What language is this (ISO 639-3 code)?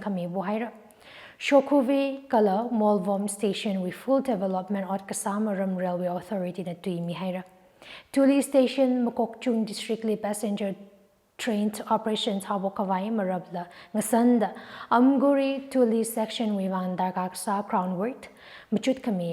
nmf